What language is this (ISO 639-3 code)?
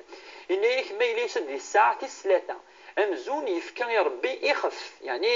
kab